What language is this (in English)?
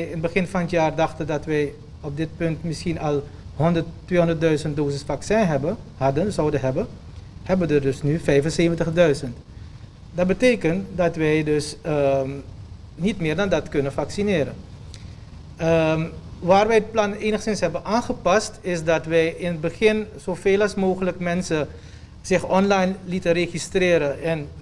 Dutch